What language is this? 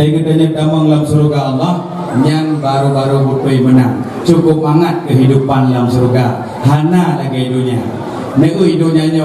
Achinese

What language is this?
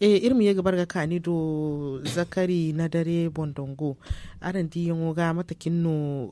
Zarma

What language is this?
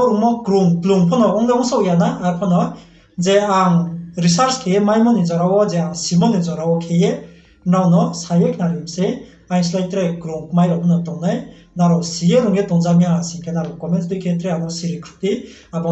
Riang (India)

